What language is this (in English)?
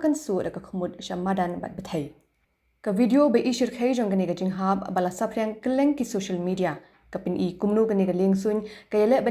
Khasi